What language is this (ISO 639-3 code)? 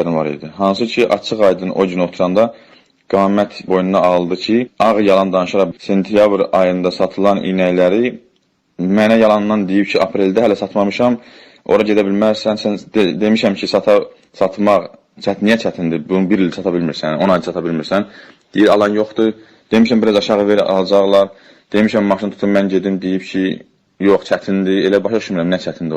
aze